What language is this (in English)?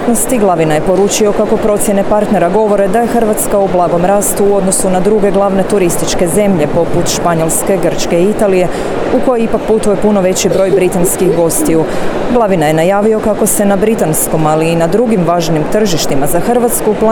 Croatian